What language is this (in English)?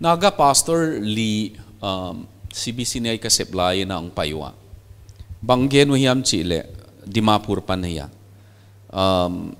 Paite Chin